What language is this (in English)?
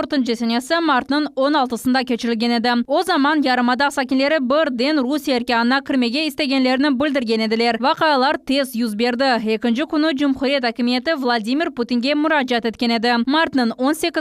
Crimean Tatar